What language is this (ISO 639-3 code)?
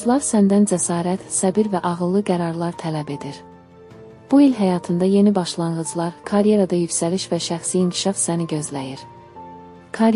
aze